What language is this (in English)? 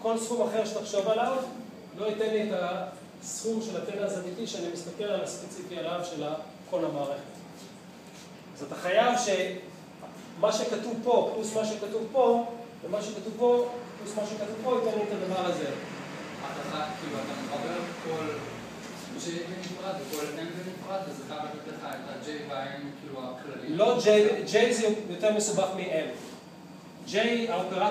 Hebrew